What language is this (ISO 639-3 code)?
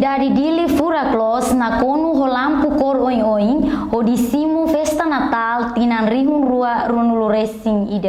tet